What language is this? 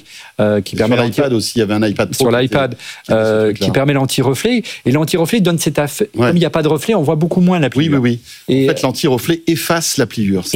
French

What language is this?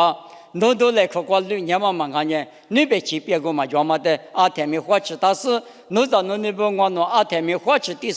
Lisu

